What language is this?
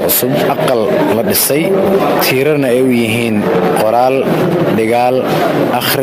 Somali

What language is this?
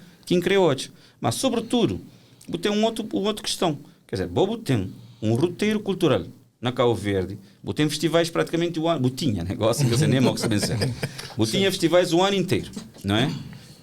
Kabuverdianu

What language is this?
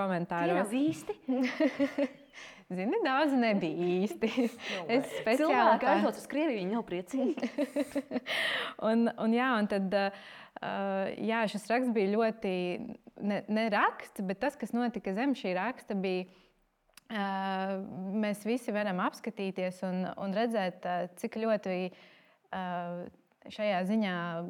Latvian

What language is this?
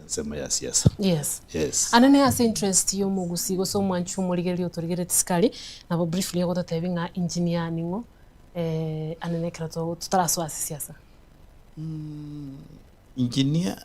Gusii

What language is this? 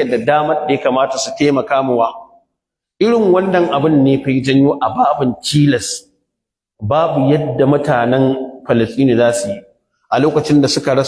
Hausa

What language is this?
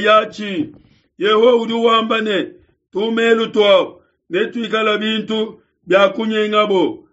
Luba-Lulua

